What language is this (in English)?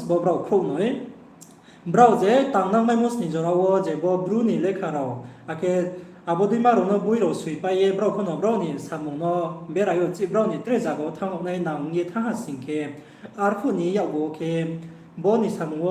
Riang (India)